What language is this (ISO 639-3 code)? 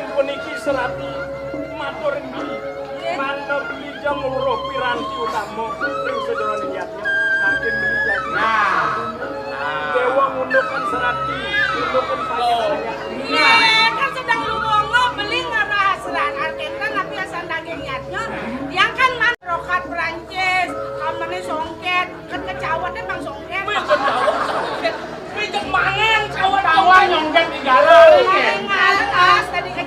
ban